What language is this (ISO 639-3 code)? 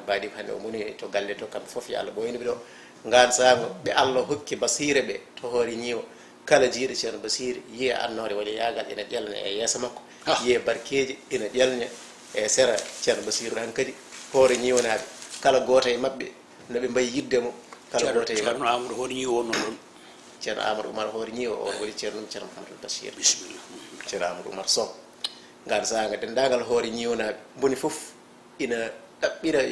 ful